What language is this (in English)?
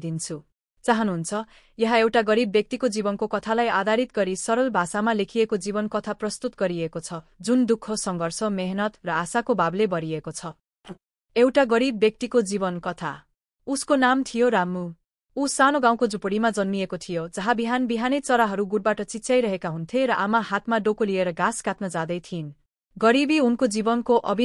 Nepali